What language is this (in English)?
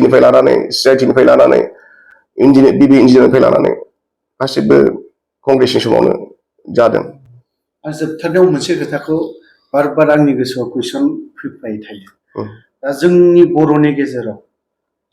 Bodo